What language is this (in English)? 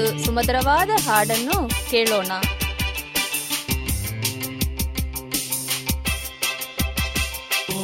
Kannada